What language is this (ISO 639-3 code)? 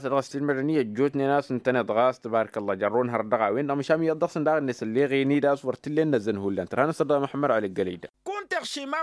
taq